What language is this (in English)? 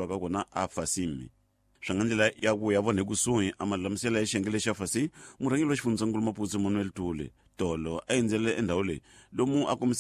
Tsonga